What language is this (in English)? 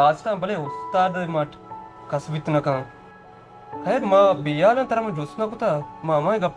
Baluchi